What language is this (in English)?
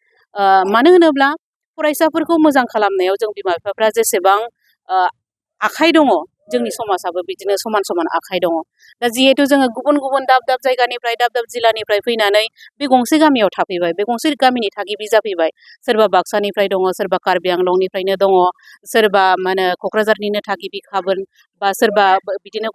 Bodo